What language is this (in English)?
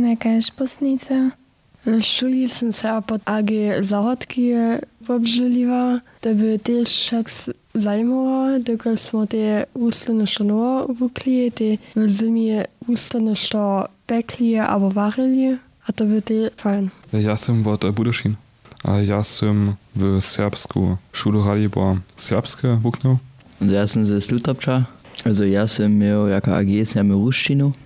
Upper Sorbian